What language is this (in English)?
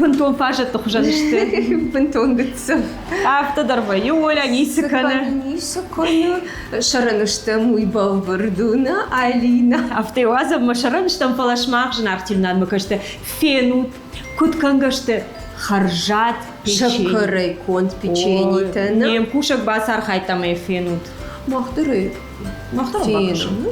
Ossetic